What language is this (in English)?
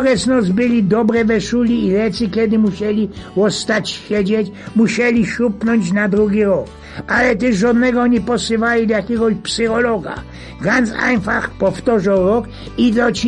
Silesian